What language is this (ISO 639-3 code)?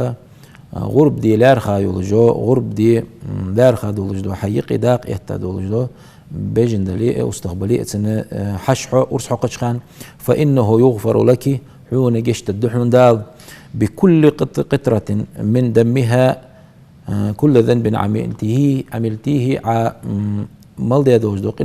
inh